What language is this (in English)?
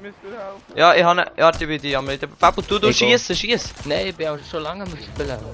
Swiss German